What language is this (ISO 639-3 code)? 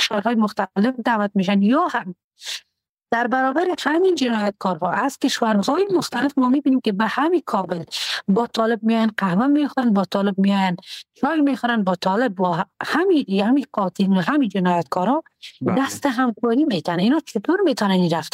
fas